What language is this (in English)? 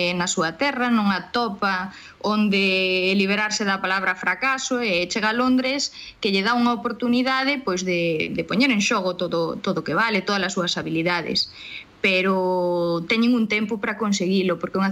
Galician